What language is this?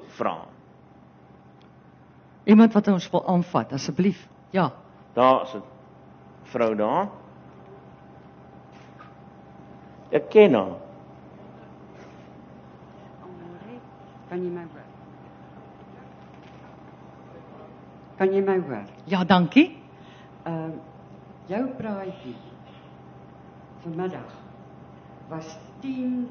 Afrikaans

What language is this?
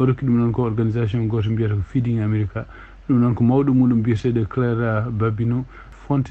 Fula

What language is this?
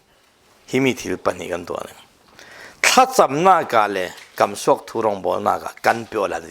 Falam Chin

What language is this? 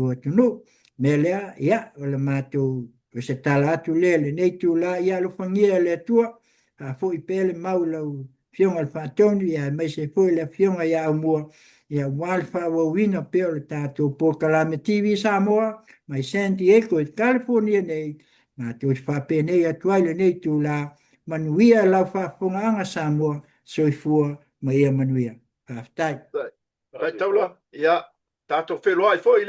Samoan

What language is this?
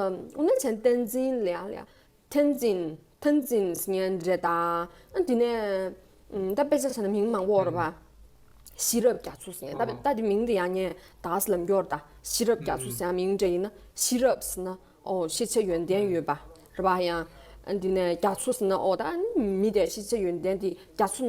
Tibetan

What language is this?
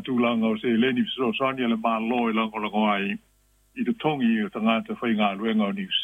Samoan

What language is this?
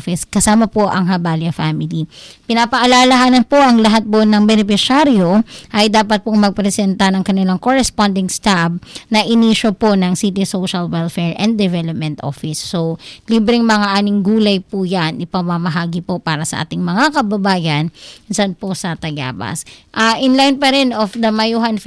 Filipino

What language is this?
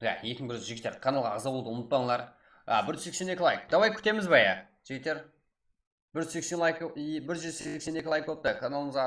Kara-Kalpak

